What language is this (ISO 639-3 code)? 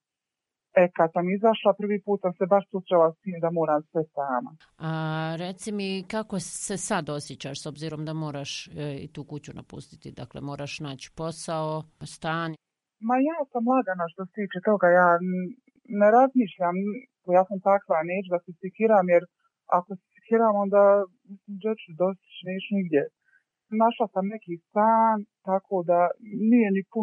bos